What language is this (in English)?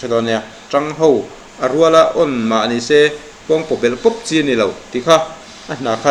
Mizo